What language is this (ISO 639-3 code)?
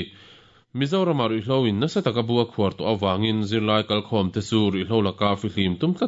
lus